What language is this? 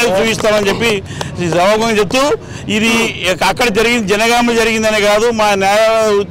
Telugu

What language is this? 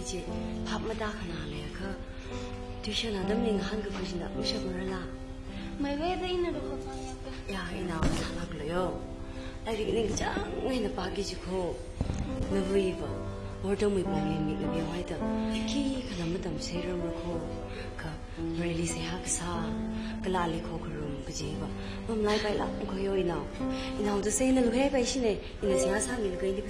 Tangkhul Naga (India)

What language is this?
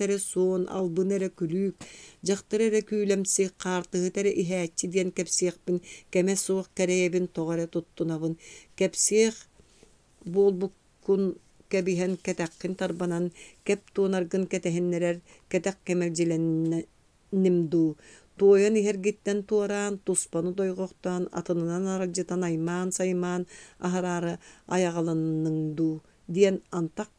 Yakut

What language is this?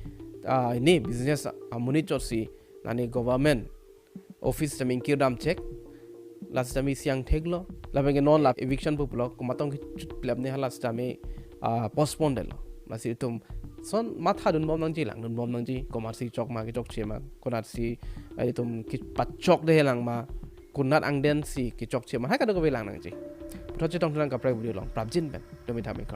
Karbi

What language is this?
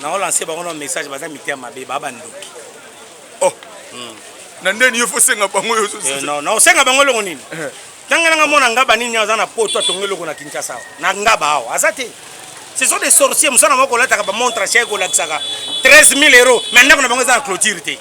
Lingala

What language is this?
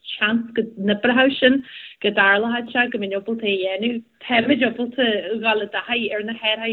Irish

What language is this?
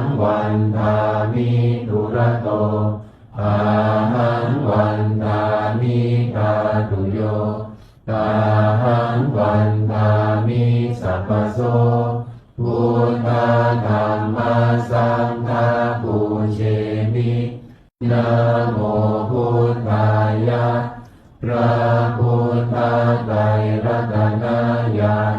Pali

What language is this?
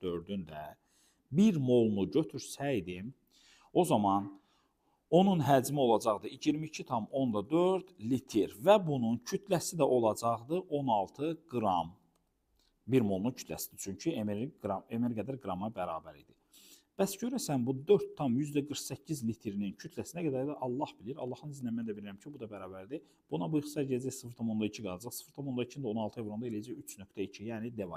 Azerbaijani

